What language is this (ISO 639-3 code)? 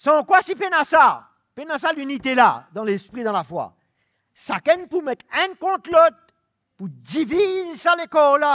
mfe